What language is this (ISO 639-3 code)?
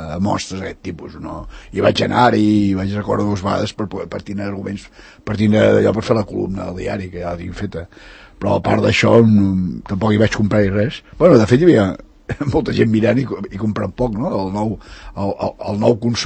cat